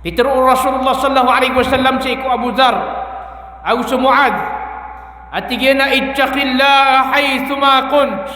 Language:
Maranao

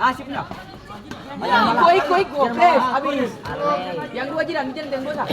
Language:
Ambonese Malay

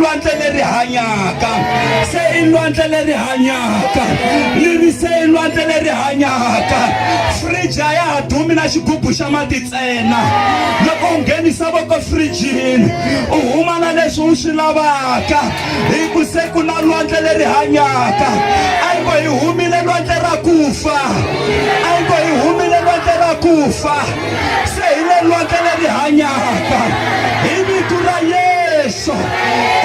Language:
Tsonga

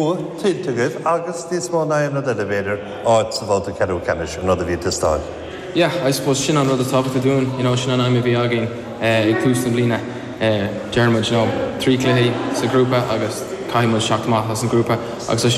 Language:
Irish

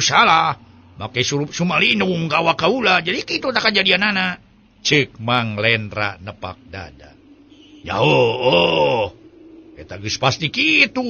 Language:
Sundanese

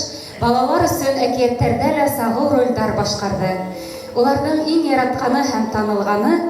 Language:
Bashkir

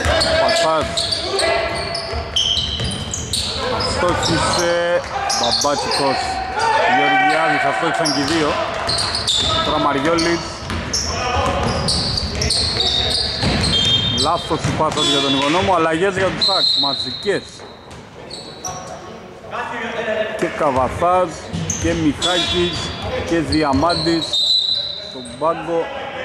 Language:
Greek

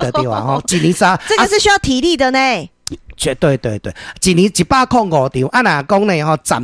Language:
Min Nan Chinese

